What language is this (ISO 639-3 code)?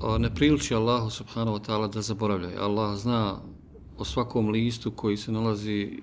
bos